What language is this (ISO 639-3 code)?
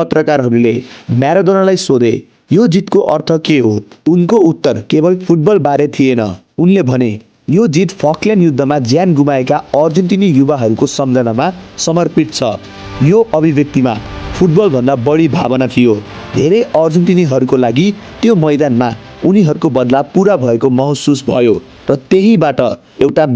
nep